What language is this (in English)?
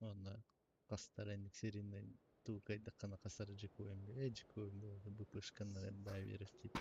Yakut